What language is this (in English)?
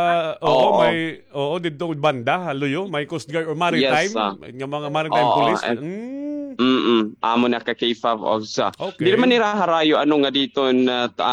Waray